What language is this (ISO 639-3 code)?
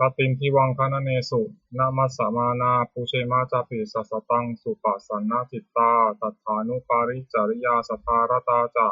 pli